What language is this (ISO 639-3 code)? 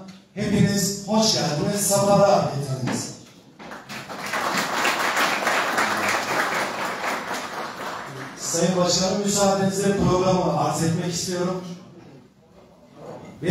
tur